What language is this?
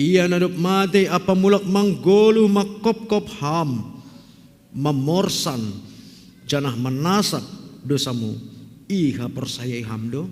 Batak Simalungun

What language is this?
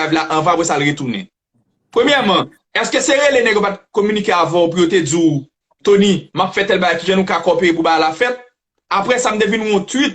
Haitian Creole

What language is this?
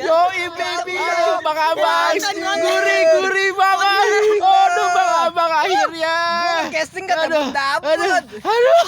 Betawi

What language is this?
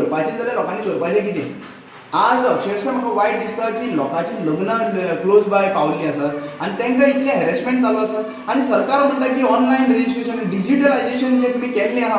Konkani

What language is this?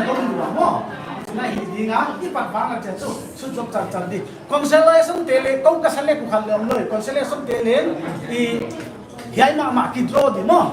Paite Chin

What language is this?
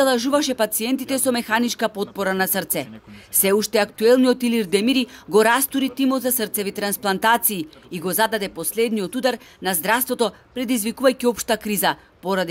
Macedonian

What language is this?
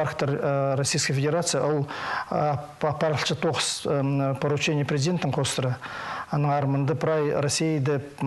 Khakas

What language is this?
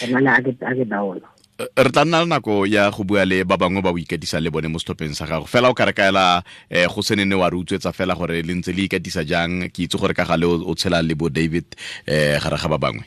Tswana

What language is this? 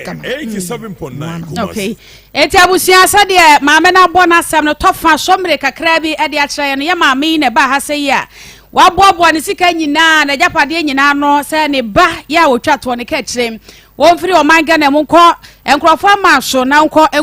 Akan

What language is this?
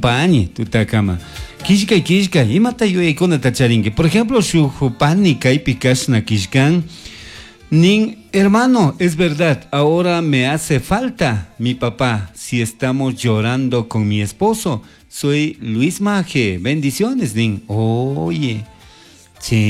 Chimborazo Highland Quichua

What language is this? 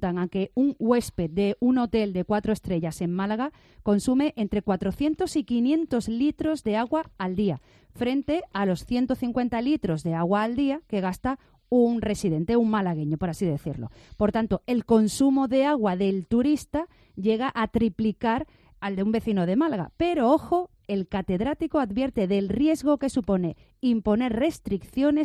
Spanish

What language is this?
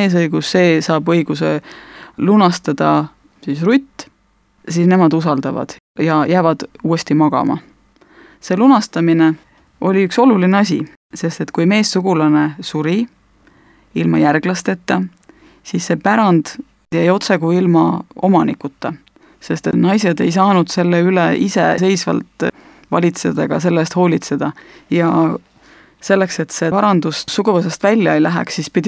Estonian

